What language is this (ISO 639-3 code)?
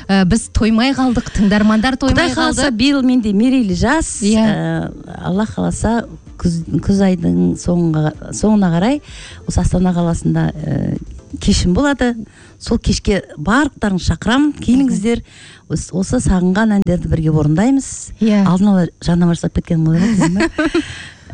kaz